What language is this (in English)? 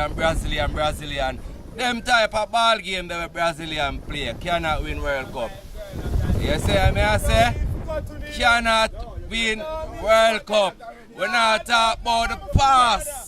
Jamaican Creole English